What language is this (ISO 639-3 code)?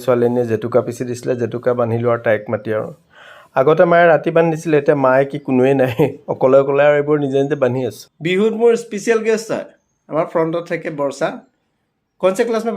asm